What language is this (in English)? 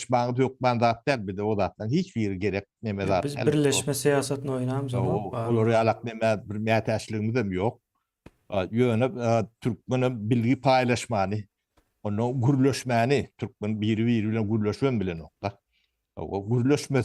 Turkmen